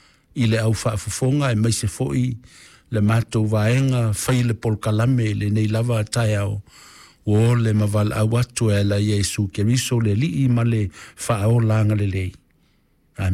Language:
Samoan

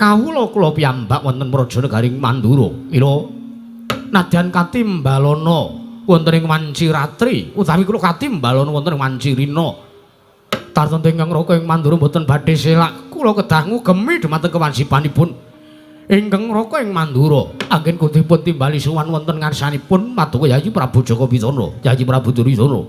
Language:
Javanese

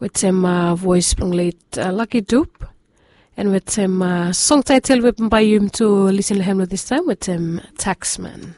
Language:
Bislama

